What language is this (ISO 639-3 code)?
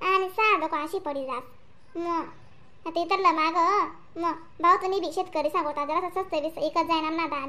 khn